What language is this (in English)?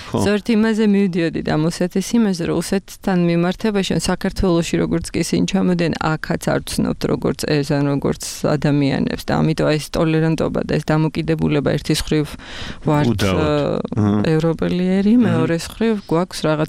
Georgian